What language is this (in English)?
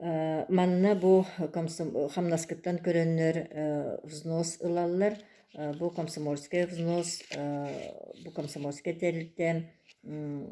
Yakut